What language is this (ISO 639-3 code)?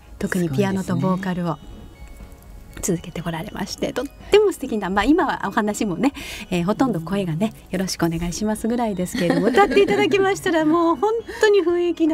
jpn